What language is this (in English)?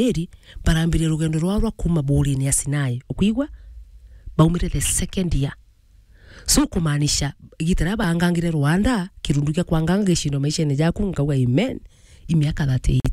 Meru